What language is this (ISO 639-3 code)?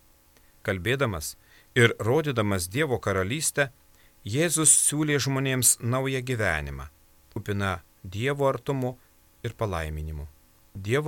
lit